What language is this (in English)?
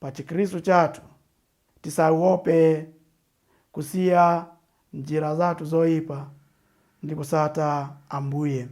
Nyanja